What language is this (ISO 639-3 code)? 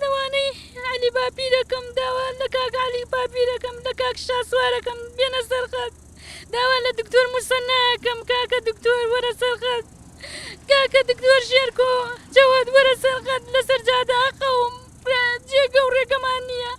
ckb